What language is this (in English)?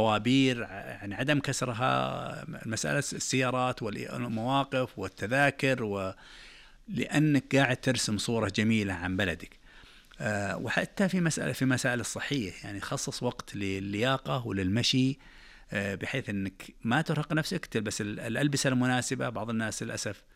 Najdi Arabic